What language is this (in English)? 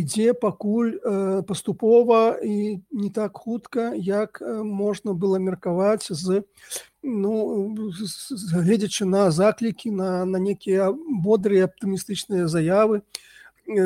Belarusian